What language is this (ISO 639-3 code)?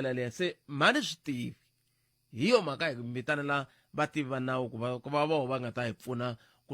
tso